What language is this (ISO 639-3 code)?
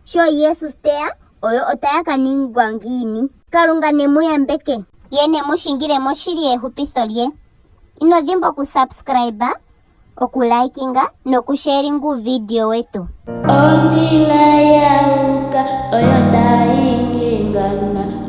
ndo